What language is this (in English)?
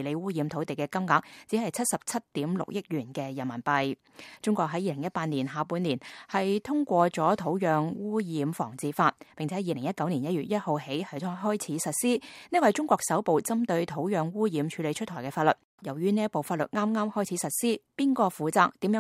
Cantonese